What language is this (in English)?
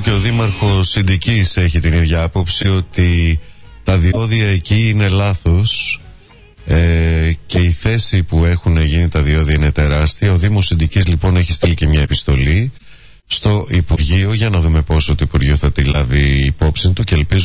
Greek